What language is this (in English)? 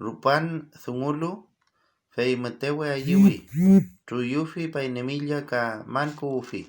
Mapuche